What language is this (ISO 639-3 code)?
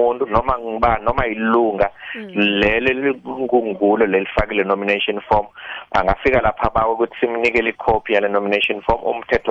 nbl